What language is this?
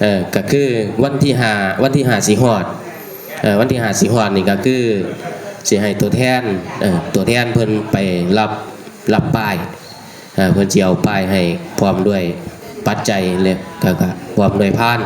Northeastern Thai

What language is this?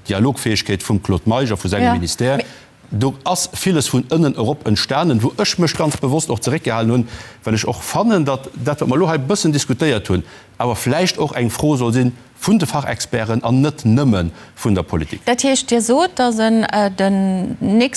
Luxembourgish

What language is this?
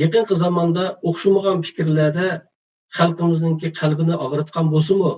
Uyghur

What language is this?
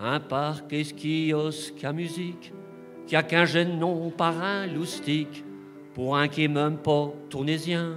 Picard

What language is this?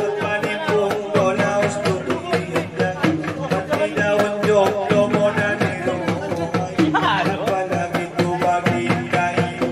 Batak Angkola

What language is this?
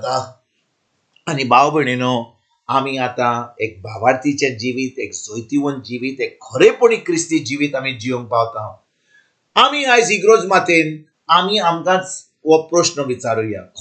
Konkani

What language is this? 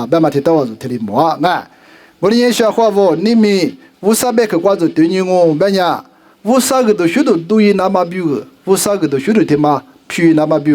Lisu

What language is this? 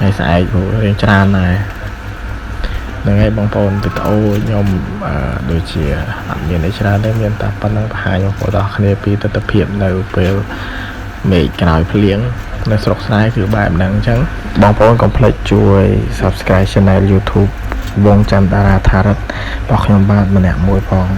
Khmer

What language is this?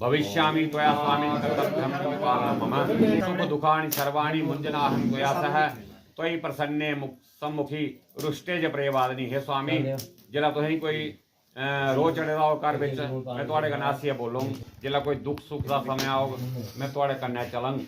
Dogri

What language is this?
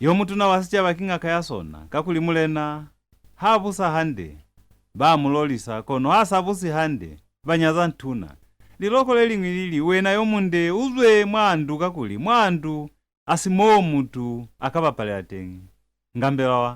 Lozi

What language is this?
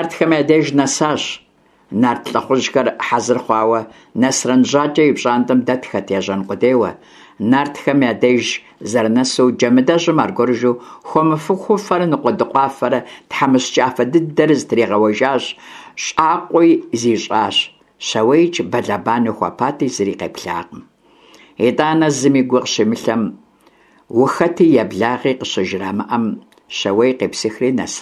Kabardian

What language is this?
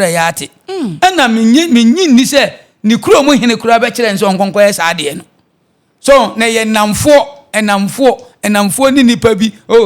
Akan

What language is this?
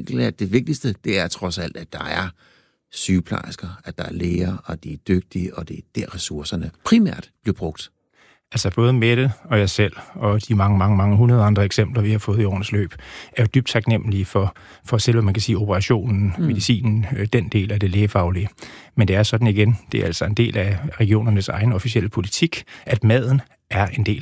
Danish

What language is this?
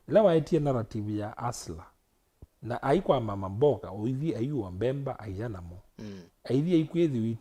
Kamba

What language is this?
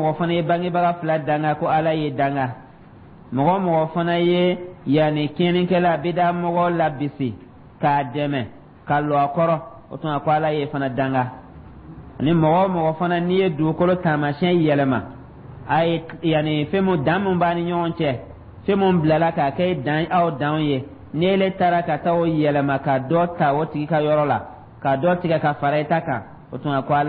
Dyula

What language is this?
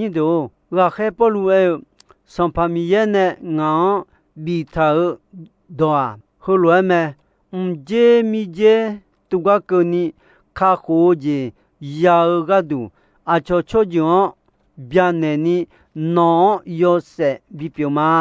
Akha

